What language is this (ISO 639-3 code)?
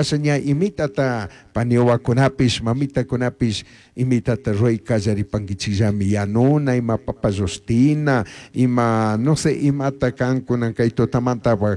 qug